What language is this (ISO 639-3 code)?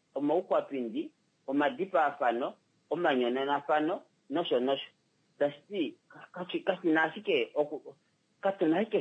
kua